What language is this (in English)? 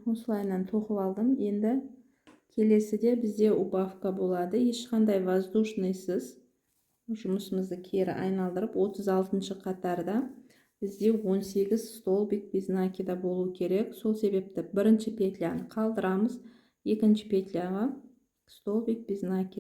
Kazakh